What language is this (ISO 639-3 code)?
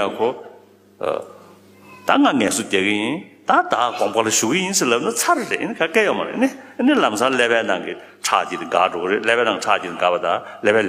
bod